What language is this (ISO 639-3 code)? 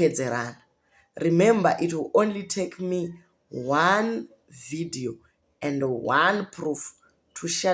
sna